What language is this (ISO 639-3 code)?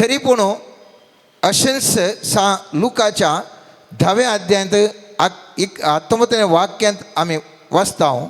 kok